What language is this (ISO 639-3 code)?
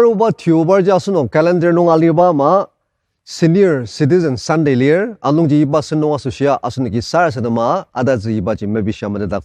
njo